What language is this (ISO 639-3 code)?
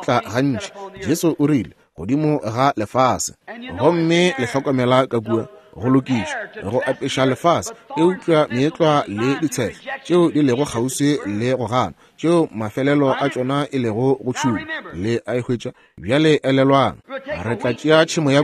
nso